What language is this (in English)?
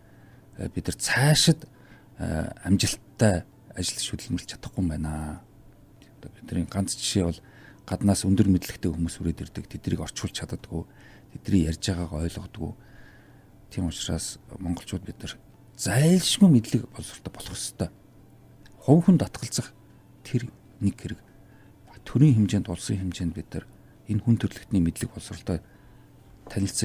Mongolian